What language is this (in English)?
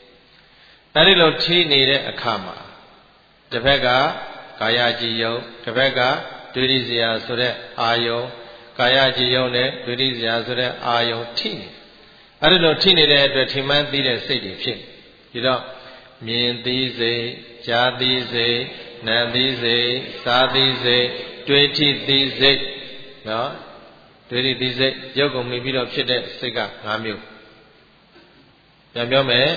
Burmese